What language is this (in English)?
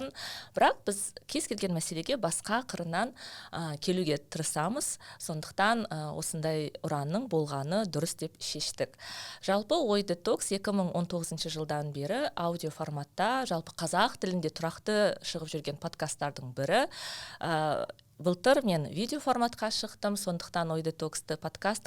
Kazakh